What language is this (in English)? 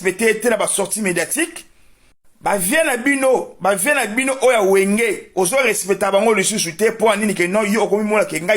Lingala